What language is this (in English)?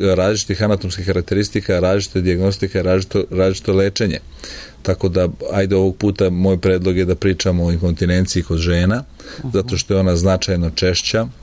Serbian